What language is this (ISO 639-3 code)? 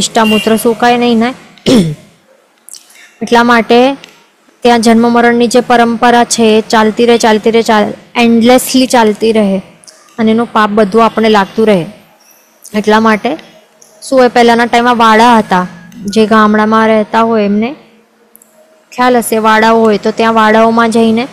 guj